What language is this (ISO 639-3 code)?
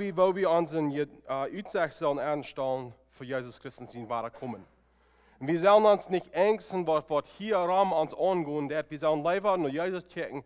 pdt